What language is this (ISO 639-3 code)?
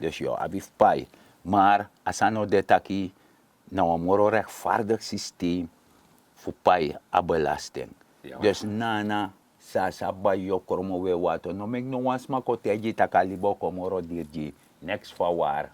srn